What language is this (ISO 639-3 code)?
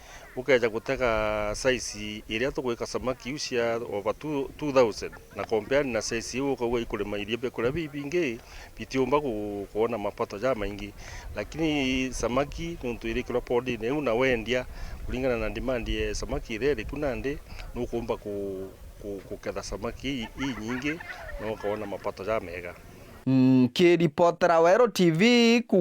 mer